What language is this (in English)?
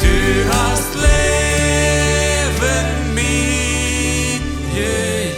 Plautdietsch